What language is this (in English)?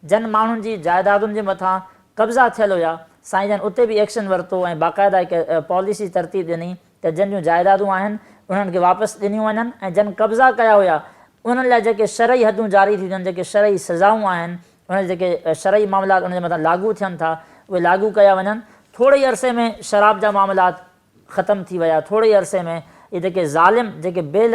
Sindhi